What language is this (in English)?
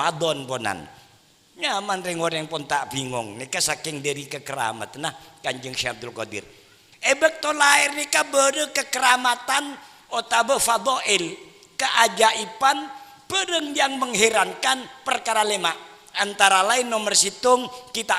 Madurese